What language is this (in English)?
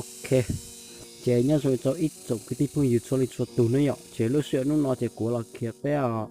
Hmong